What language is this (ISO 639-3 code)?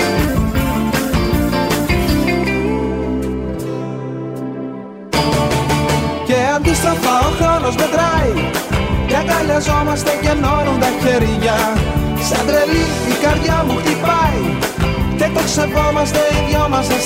ell